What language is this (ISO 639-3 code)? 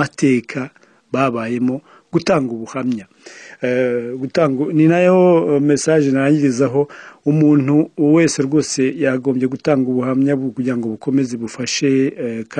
kin